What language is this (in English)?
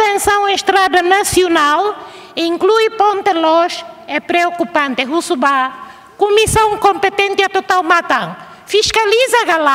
Tetum